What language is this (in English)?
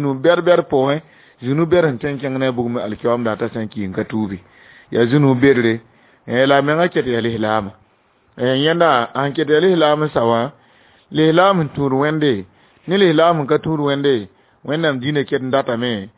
Mossi